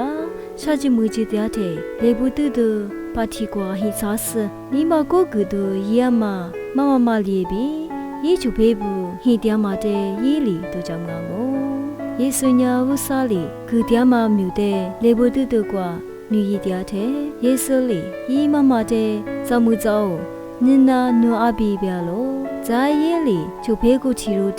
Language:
Lisu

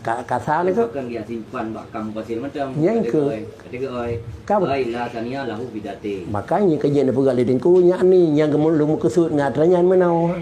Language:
Achinese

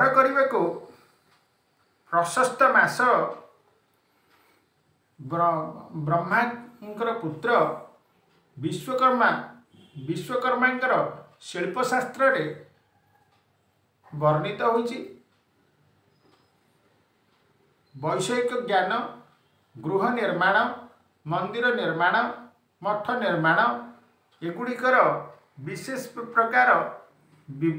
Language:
Odia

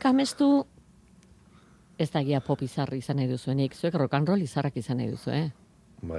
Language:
Basque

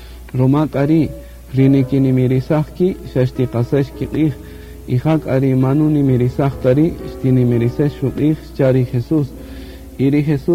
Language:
Kaqchikel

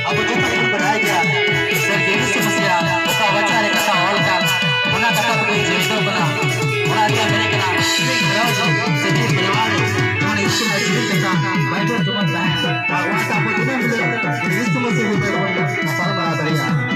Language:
Santali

